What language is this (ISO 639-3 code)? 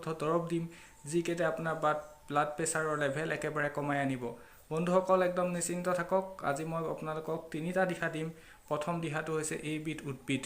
asm